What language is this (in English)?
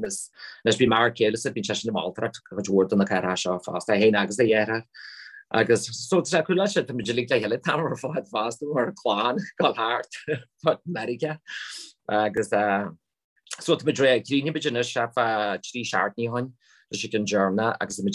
Irish